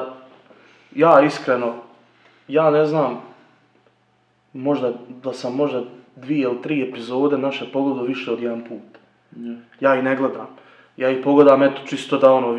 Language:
Croatian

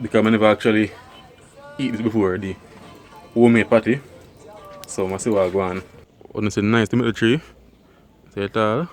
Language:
Jamaican Creole English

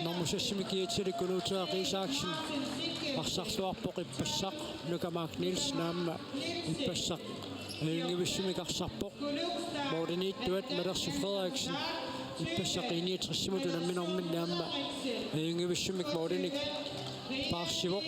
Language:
Kalaallisut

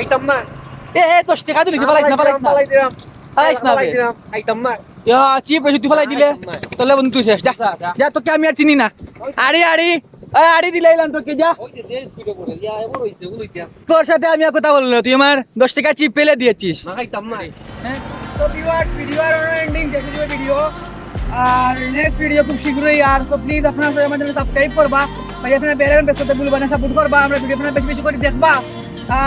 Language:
Sylheti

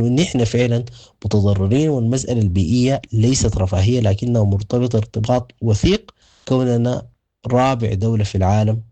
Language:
Sudanese Arabic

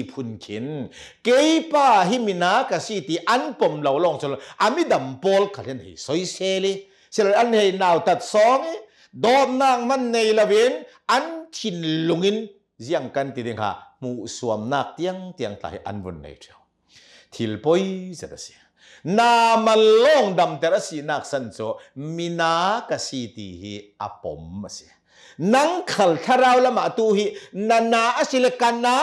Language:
Hakha Chin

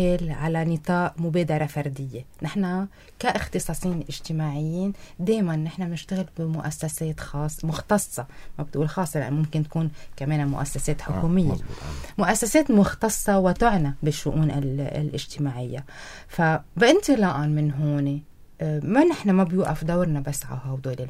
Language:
North Levantine Arabic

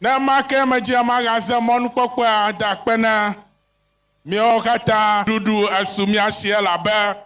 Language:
Ewe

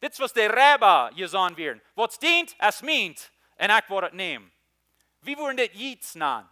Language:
Plautdietsch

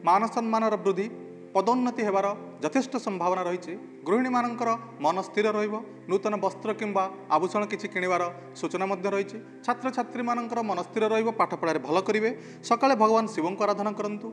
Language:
Odia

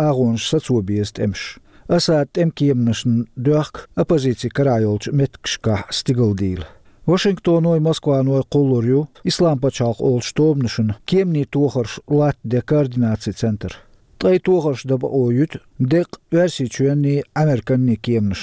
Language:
Chechen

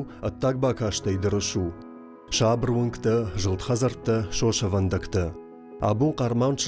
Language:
Ossetic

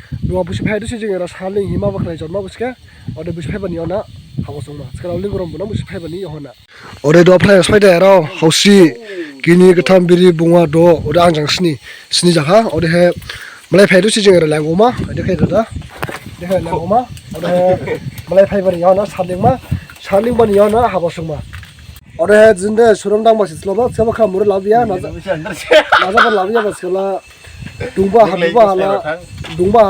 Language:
Dimasa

